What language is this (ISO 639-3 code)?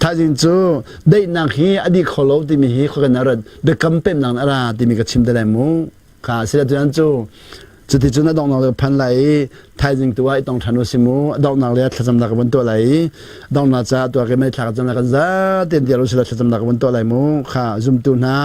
cnh